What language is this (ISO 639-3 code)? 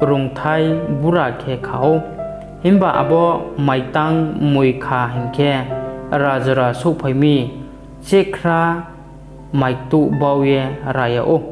ria